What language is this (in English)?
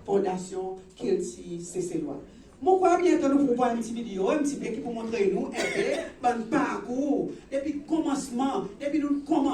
Seselwa Creole French